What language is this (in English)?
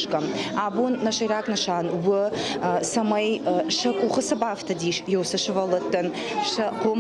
Ossetic